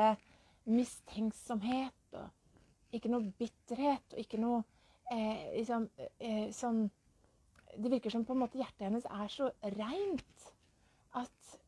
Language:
Norwegian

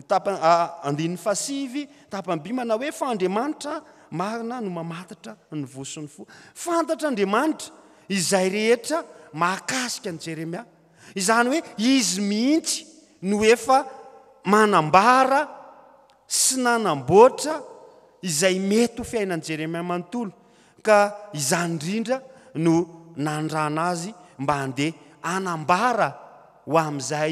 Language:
Malagasy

